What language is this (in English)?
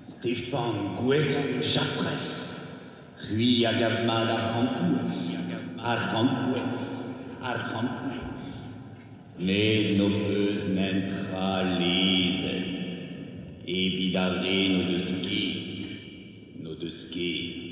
Breton